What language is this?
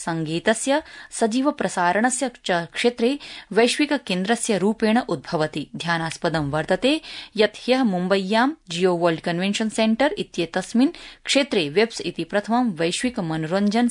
Sanskrit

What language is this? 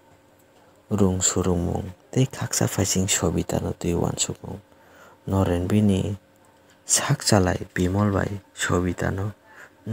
Kok Borok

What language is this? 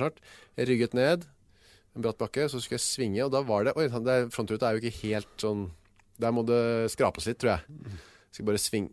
Norwegian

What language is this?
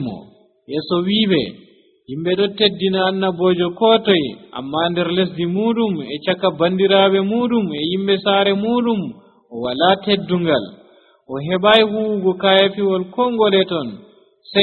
Nigerian Fulfulde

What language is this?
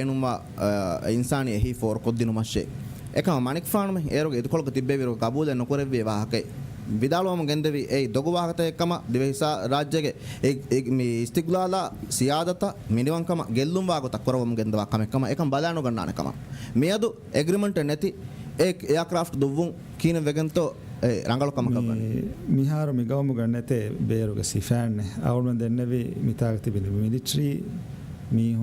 Divehi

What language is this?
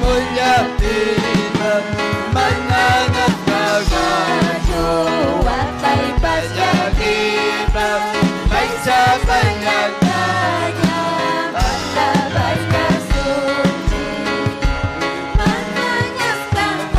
Ayacucho Quechua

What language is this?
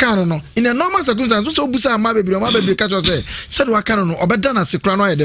Akan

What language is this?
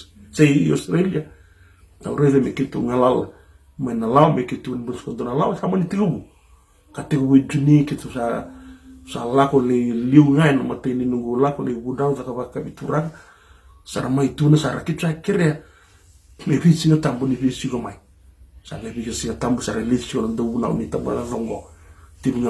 Fijian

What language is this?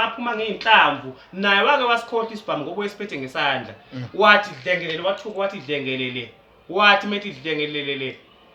Zulu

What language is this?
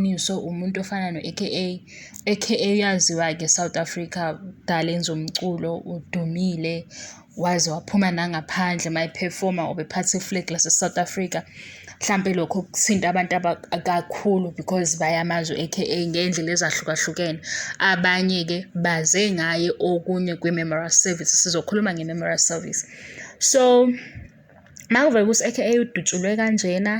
Zulu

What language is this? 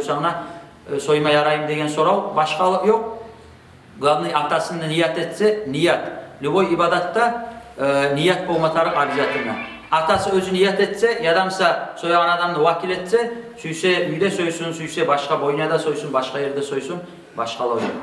Kumyk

